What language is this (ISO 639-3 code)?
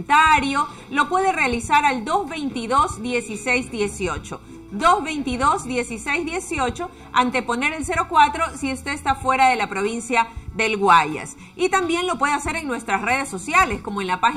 spa